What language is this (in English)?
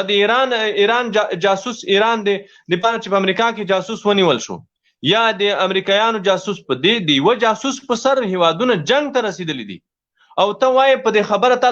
Pashto